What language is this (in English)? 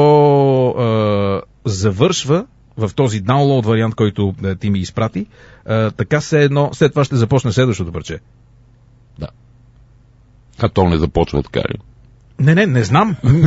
Bulgarian